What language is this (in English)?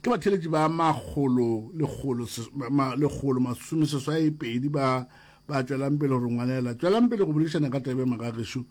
Northern Sotho